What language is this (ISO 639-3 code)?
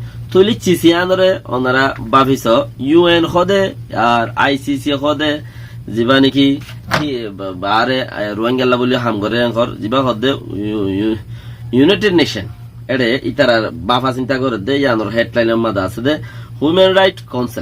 rhg